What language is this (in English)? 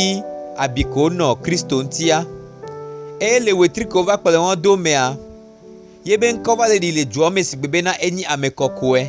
Gen